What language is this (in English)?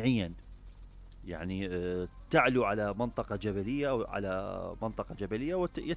Mesopotamian Arabic